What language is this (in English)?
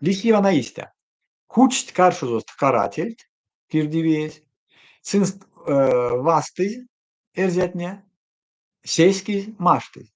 Erzya